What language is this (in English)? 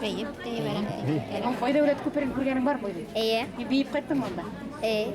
Bashkir